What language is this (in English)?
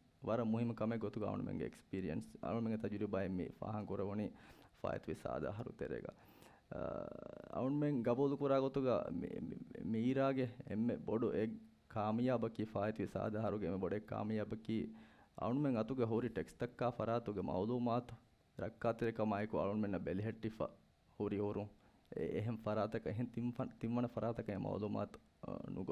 Divehi